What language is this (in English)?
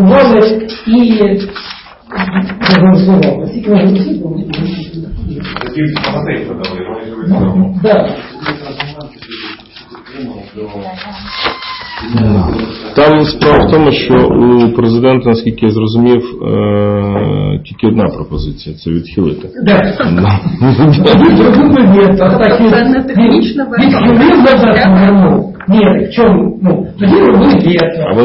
Ukrainian